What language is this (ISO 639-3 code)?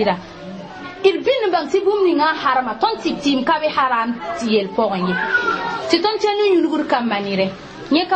mos